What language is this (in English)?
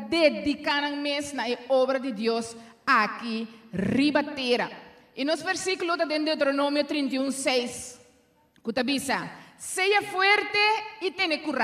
Papiamento